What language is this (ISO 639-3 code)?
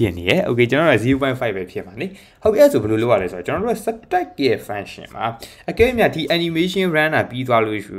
mya